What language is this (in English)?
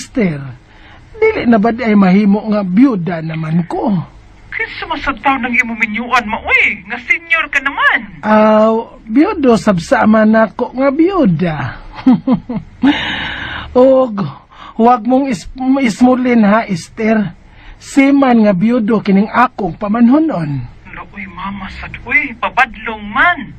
Cebuano